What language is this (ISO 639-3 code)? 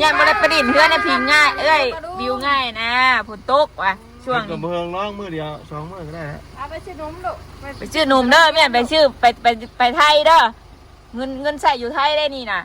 tts